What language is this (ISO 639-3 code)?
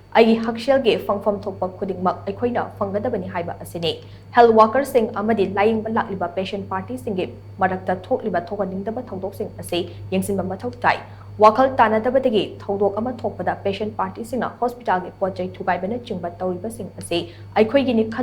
mni